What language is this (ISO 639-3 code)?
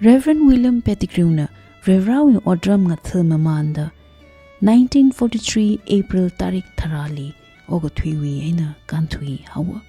nmf